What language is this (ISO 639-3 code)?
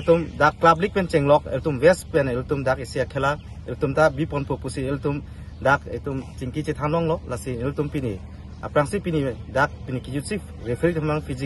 mjw